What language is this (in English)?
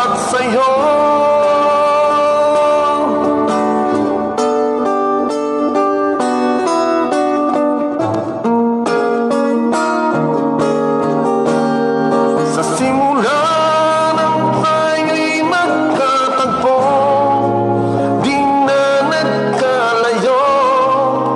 Filipino